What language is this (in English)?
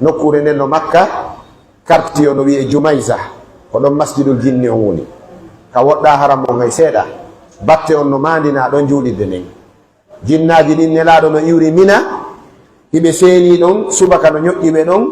Pular